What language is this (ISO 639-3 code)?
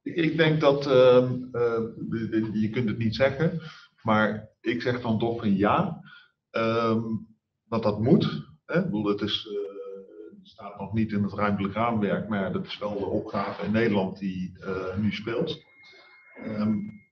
nld